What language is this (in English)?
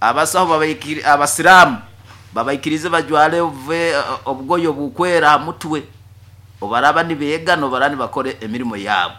Nyoro